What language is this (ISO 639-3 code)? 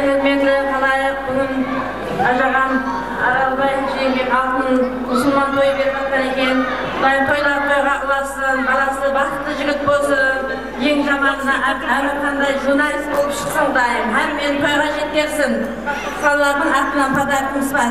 kaa